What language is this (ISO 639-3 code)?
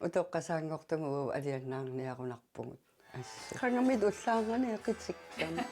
kal